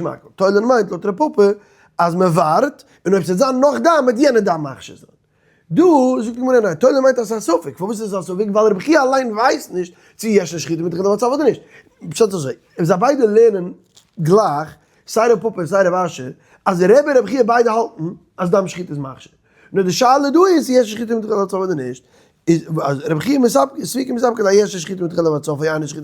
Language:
Yiddish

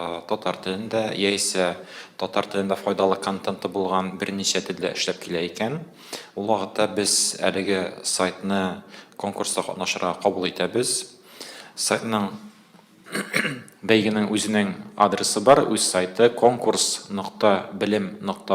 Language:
Tatar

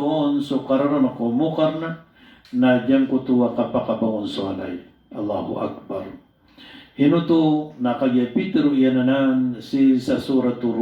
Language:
Maranao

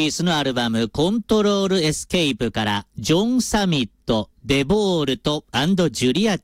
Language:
Japanese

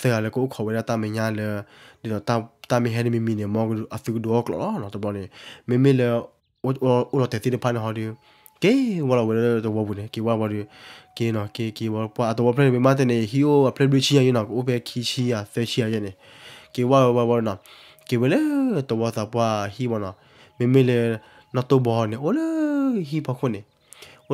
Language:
S'gaw Karen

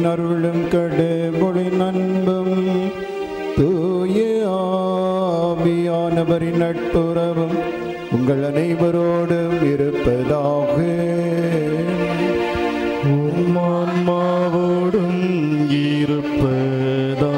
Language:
Tamil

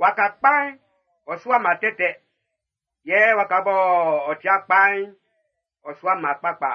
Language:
Baoulé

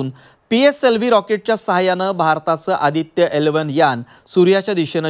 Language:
Marathi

